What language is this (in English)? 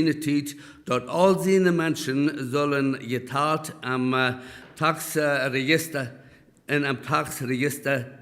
Plautdietsch